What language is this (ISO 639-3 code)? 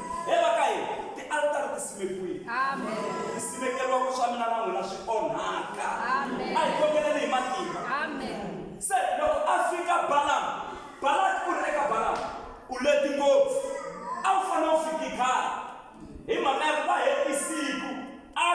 tso